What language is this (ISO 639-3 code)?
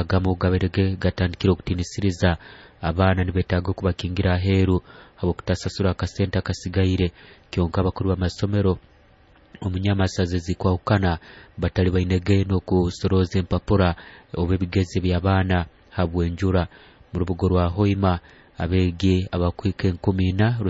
nyo